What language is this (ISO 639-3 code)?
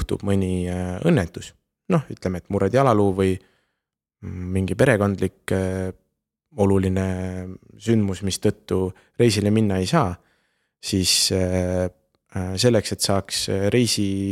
est